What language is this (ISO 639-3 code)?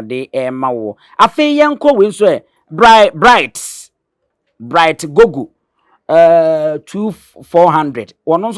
aka